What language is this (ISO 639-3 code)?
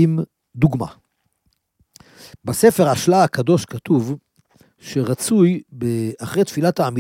heb